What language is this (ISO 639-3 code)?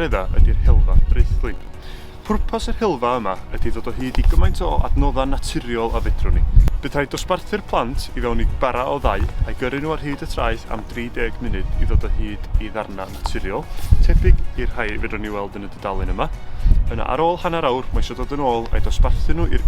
cym